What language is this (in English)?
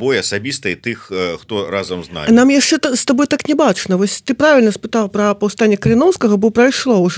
Belarusian